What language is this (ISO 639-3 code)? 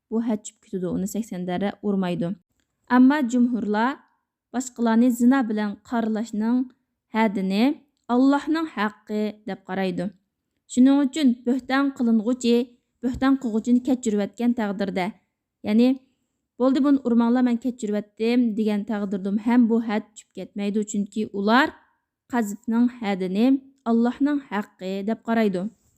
uig